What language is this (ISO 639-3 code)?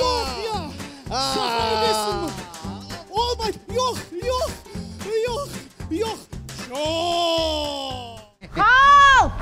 crh